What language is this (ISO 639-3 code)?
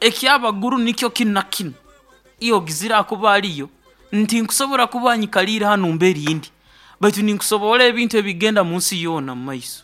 nyo